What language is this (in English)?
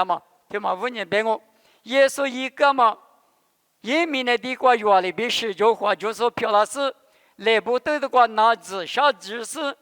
Lisu